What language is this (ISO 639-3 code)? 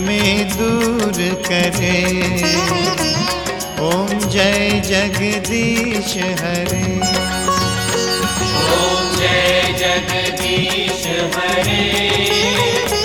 hin